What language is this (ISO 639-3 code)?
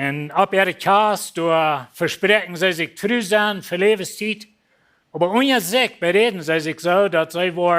pdt